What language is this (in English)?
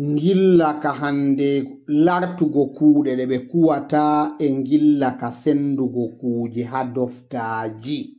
Fula